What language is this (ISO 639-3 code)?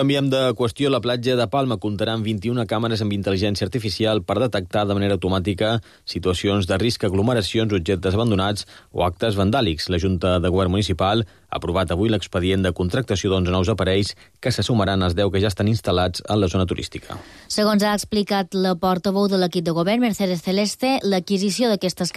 cat